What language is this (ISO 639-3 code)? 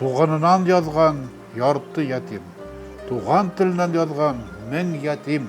bak